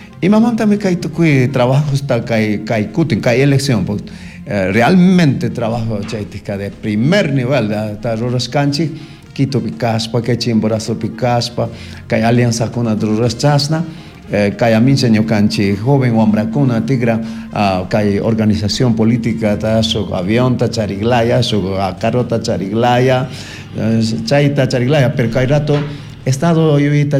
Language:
Chimborazo Highland Quichua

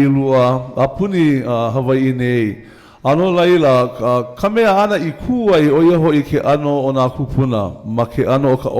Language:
Hawaiian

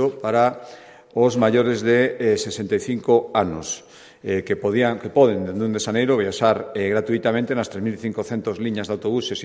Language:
Galician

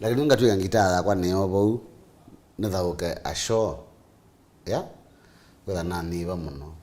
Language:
Kamba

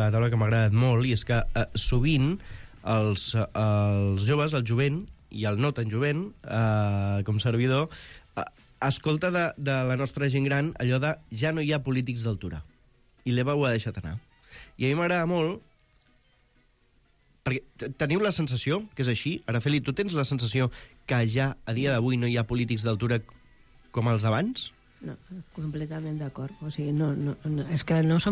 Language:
Catalan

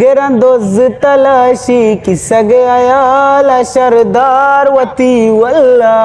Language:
Eastern Balochi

